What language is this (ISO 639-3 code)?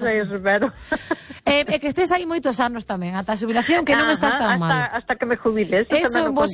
glg